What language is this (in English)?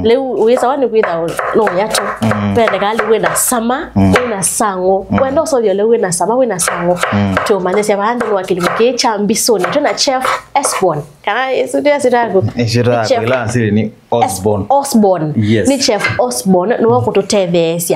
Kamba